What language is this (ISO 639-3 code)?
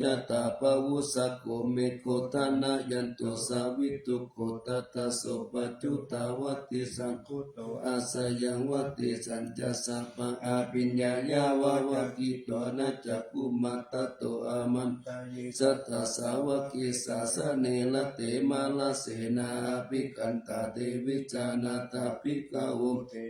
pli